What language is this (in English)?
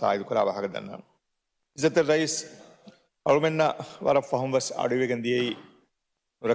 Divehi